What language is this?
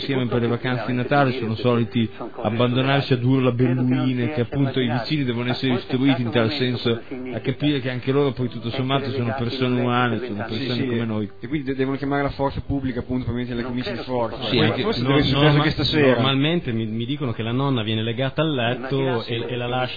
Italian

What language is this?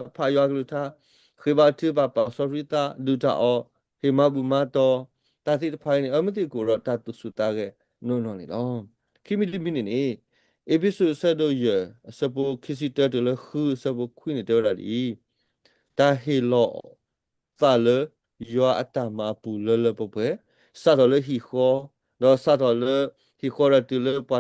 S'gaw Karen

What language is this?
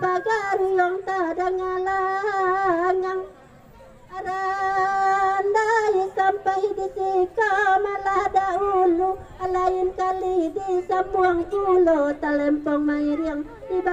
Minangkabau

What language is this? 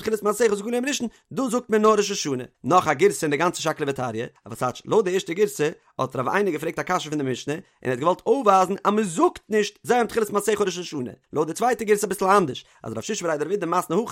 Yiddish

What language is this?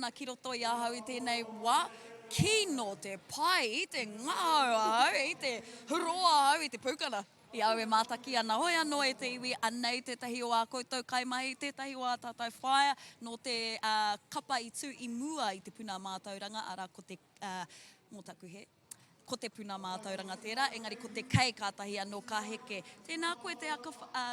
Māori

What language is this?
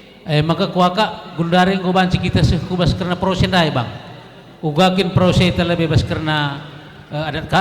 Batak Karo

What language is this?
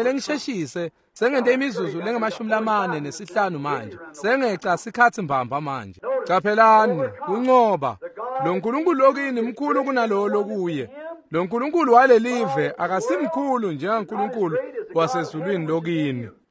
Swati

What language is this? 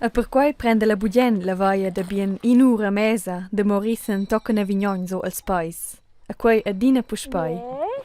Romansh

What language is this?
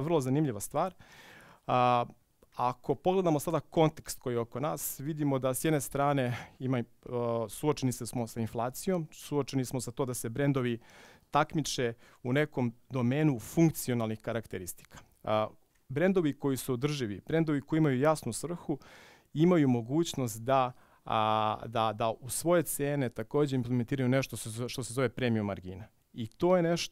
Serbian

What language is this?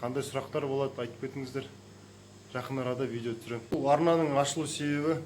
Kazakh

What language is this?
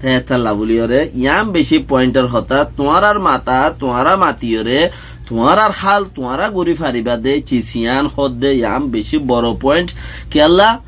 Rohingya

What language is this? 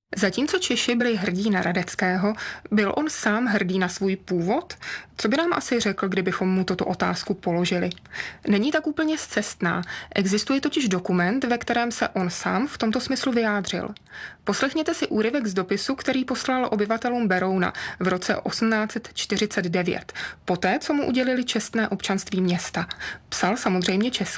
Czech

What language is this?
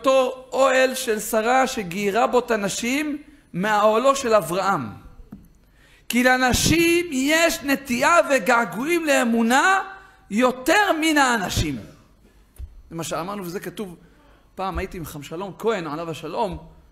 Hebrew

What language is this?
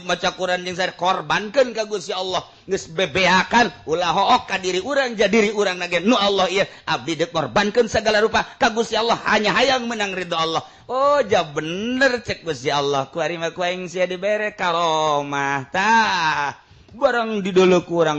Sundanese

